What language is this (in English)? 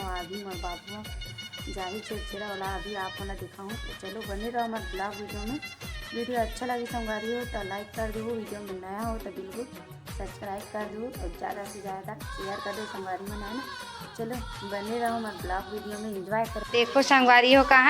Chhattisgarhi